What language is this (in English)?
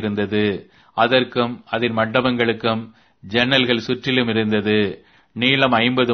Tamil